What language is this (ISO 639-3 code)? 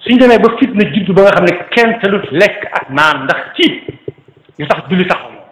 wol